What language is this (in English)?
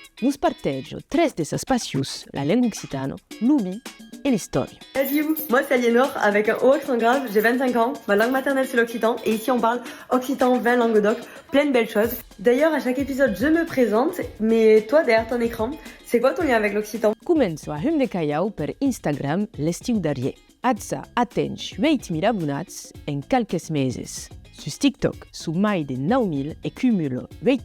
Occitan